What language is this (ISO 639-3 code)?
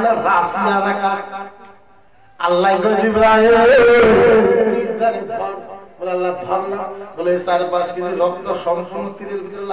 ben